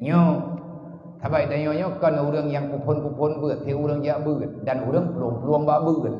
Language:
Achinese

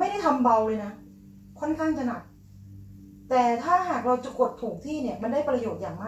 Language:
Thai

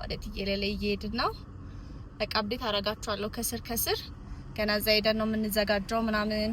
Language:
Amharic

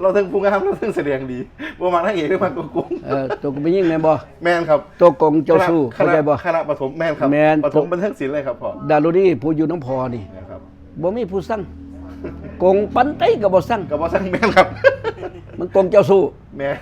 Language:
Northeastern Thai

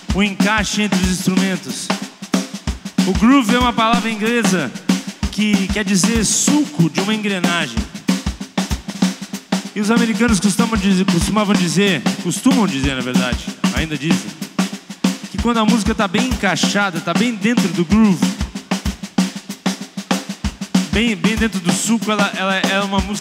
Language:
Portuguese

